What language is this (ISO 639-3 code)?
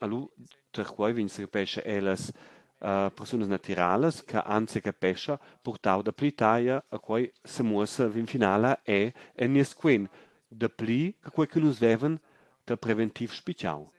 roh